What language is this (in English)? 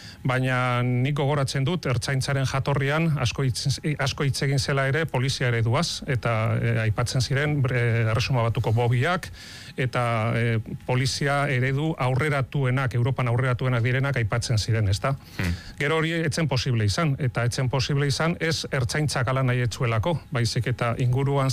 Basque